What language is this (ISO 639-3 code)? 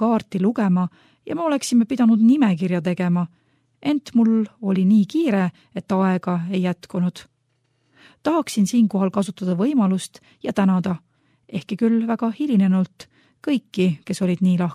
est